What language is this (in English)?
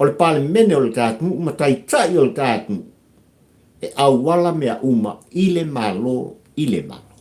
Samoan